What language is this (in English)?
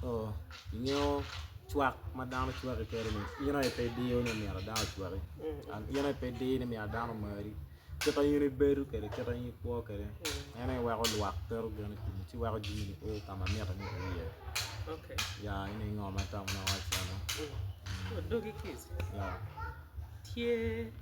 Acoli